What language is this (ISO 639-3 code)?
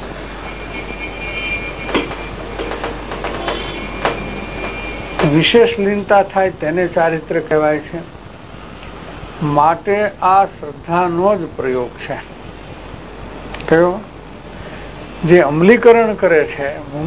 guj